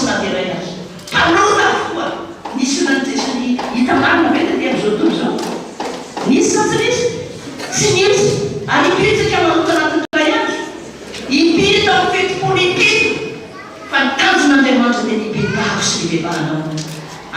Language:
Malagasy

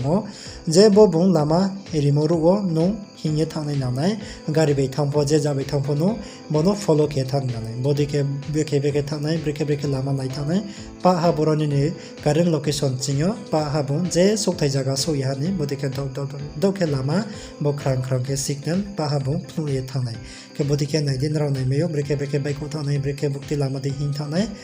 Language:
Riang (India)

